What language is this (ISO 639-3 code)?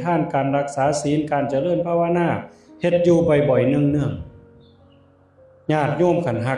tts